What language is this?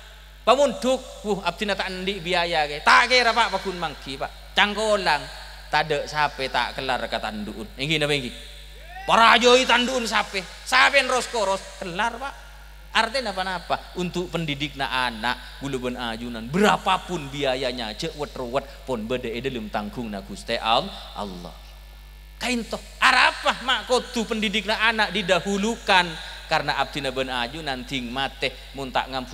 Madurese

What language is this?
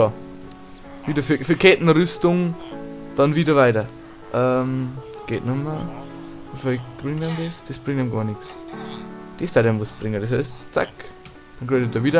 Bavarian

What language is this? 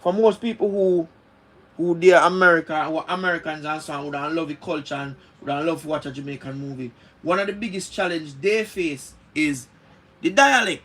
Jamaican Creole English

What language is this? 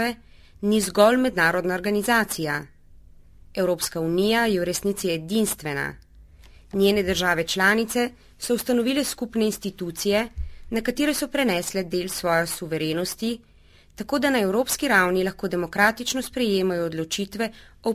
Slovenian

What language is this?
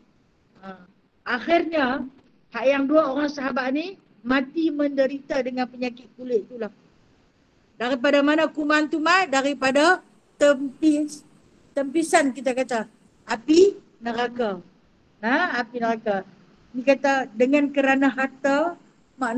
Malay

